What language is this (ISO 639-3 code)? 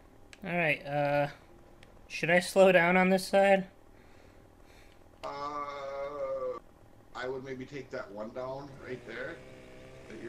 eng